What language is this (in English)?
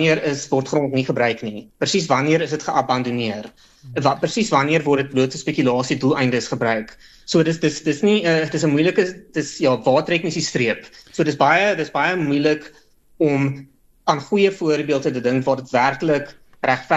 Afrikaans